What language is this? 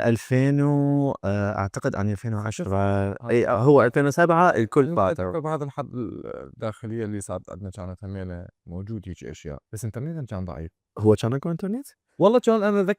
Mesopotamian Arabic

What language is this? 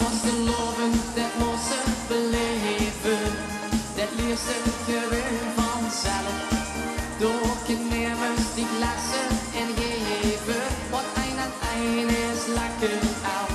Limburgish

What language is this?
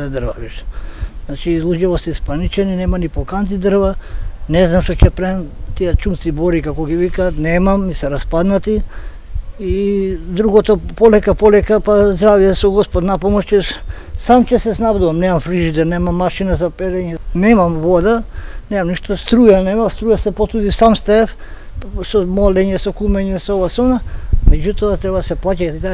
Macedonian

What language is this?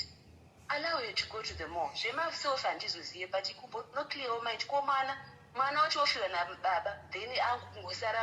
Shona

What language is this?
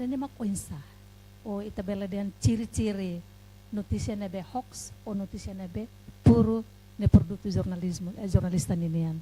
Tetum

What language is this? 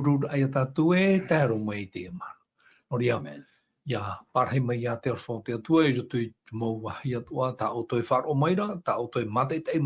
Tahitian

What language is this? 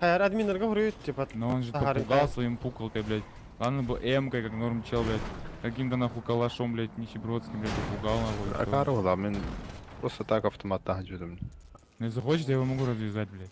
Yakut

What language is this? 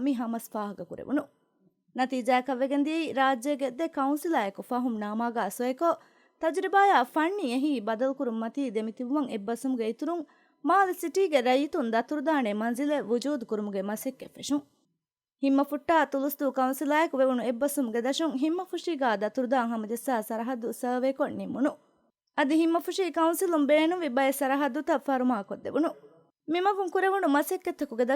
Divehi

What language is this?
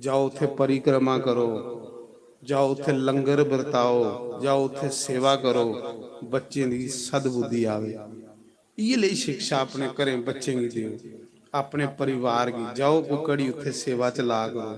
Dogri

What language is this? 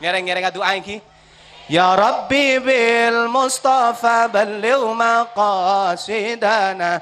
Madurese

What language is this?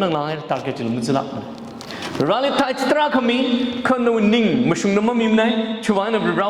Tangkhul Naga (India)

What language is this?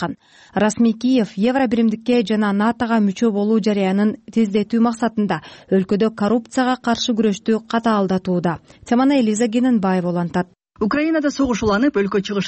Kyrgyz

